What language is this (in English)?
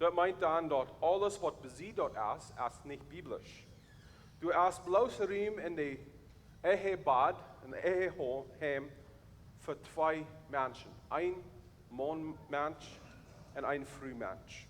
Plautdietsch